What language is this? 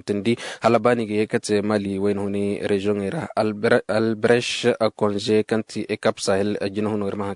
Koyraboro Senni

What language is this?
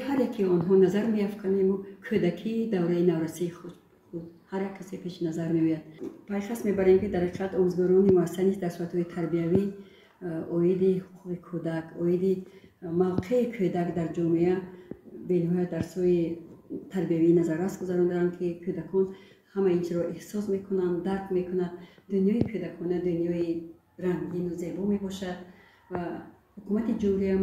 Tajik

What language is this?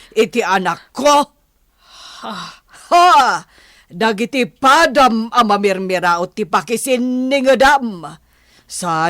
Iloko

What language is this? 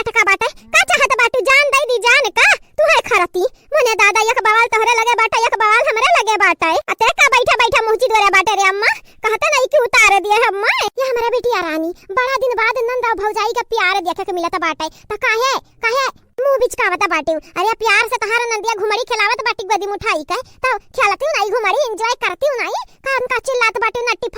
Awadhi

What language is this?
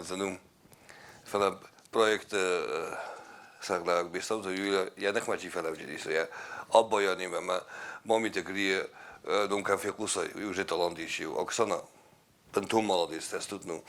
Ossetic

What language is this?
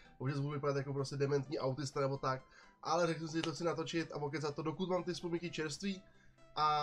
Czech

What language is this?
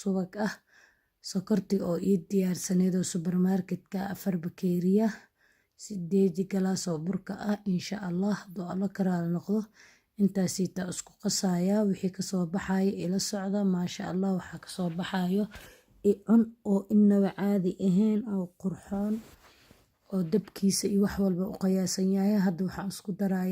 Somali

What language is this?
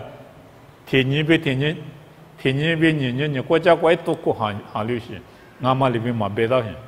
Lisu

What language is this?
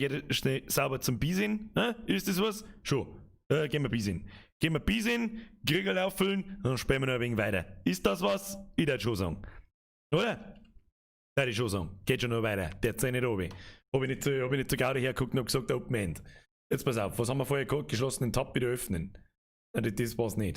Bavarian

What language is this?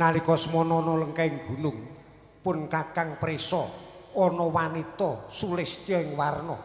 Javanese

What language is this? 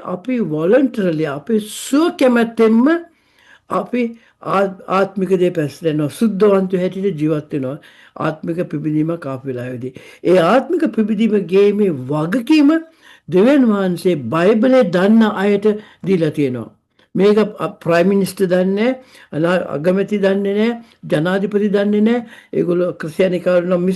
Sinhala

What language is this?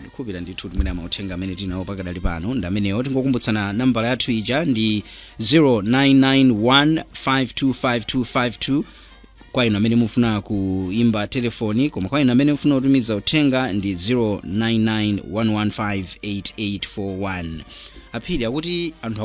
Nyanja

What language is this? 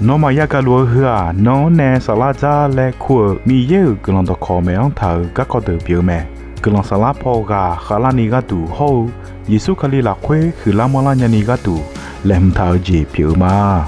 Akha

